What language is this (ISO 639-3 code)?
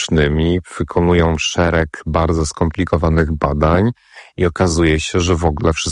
pol